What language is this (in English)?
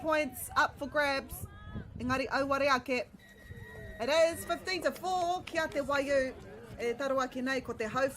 Māori